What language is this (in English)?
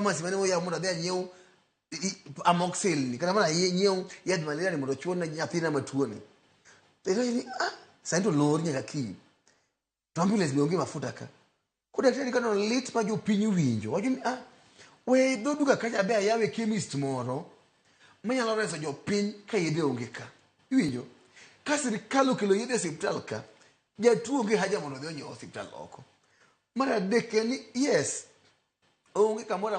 Luo (Kenya and Tanzania)